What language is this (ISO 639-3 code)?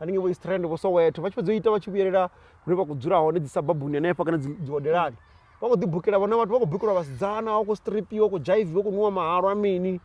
ven